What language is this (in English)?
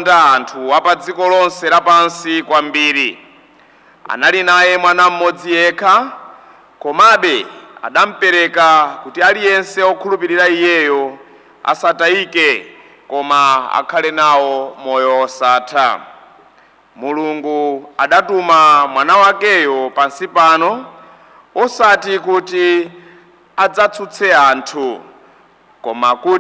Nyanja